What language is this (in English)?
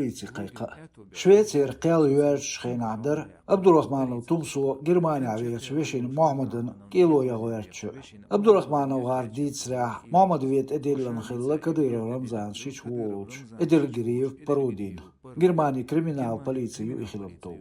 Chechen